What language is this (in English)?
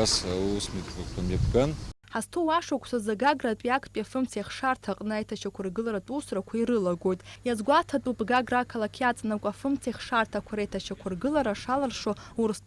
Abkhazian